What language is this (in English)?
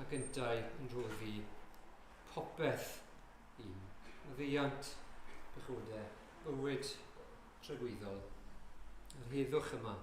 Welsh